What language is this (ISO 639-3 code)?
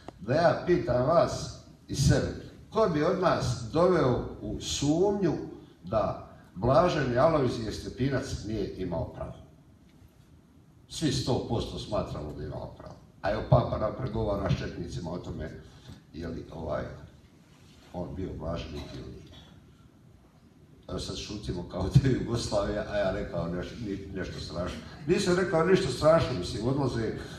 hrv